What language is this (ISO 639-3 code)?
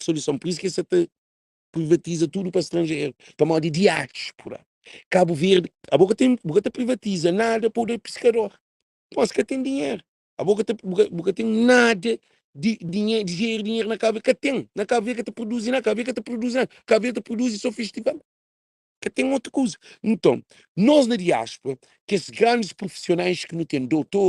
kea